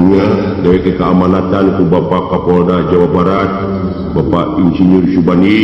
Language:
Sundanese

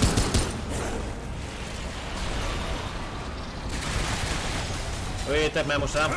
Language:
Hungarian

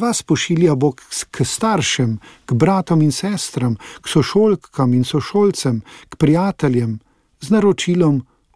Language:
Slovenian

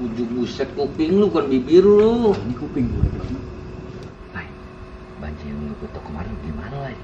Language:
Betawi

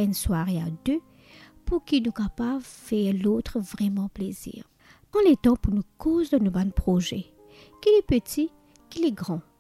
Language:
Morisyen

